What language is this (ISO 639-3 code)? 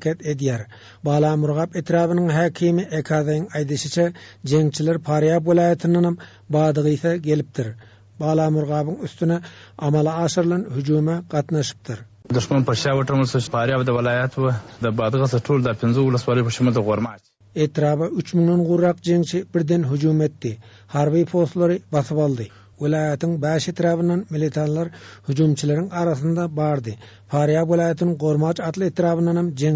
tuk